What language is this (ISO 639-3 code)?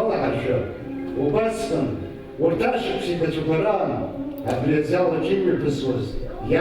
abk